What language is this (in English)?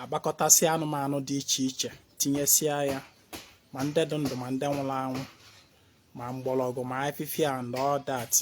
Igbo